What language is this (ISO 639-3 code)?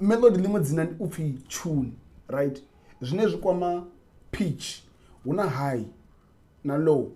ven